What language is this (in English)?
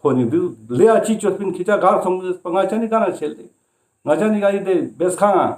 Ladakhi